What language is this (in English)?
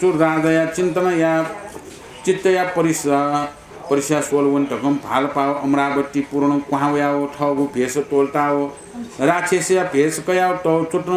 Newari